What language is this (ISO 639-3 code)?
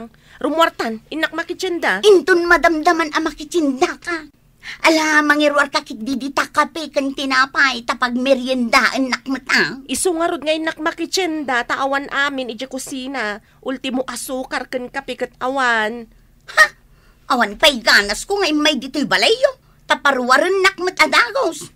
ilo